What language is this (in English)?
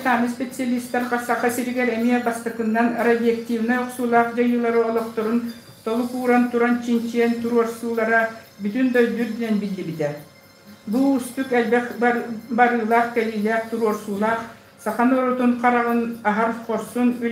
Yakut